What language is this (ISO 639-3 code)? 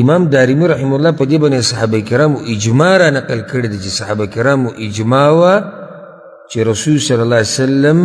pus